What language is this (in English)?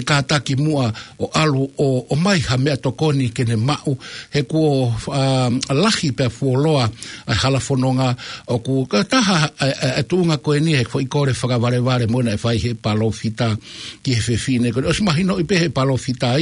Tongan